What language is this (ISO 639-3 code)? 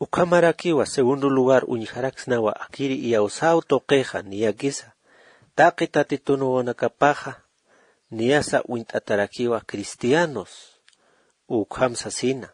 aym